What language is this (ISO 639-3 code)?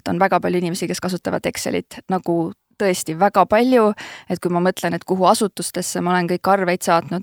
est